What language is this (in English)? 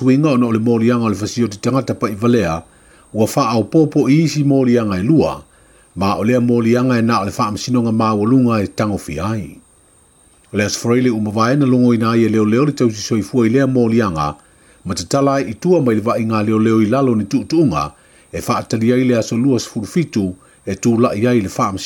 Samoan